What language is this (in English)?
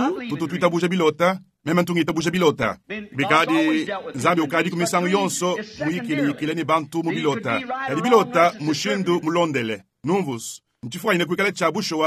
Luba-Lulua